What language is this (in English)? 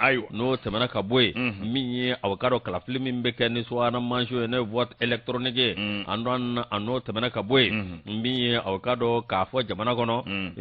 Bambara